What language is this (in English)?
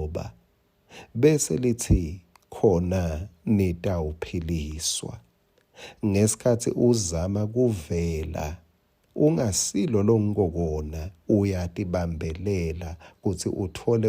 Swati